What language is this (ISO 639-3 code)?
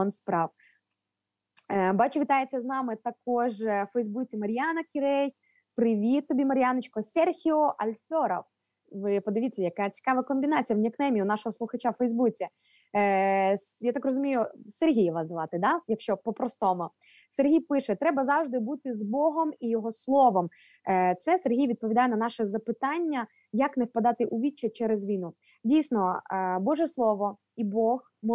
ukr